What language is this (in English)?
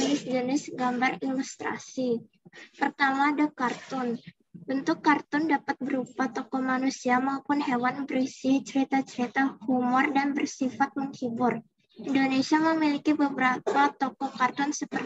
Indonesian